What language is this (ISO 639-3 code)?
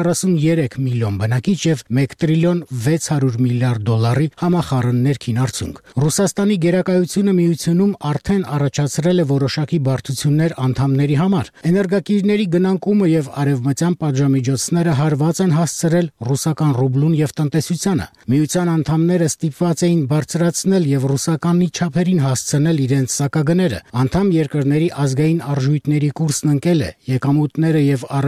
hye